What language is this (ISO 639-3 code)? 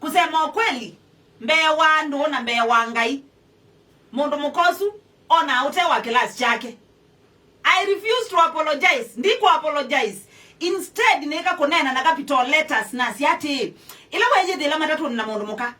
kam